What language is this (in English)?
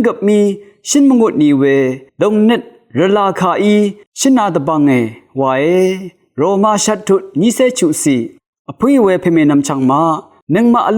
Rawang